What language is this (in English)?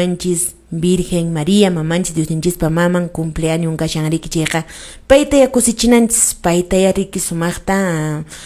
Quechua